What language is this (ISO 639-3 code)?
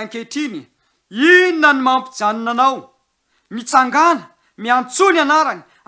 mlg